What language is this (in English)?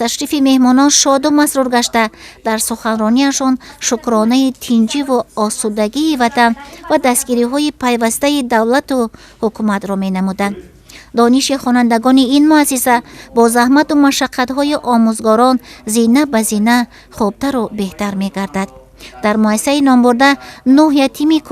Tajik